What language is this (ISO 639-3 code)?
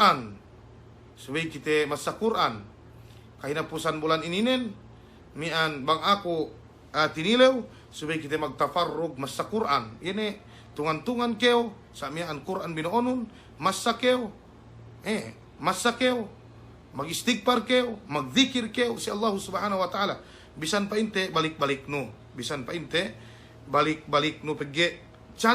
yka